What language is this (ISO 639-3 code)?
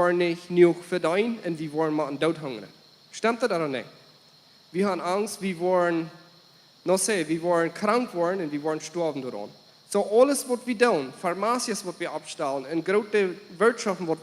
pdt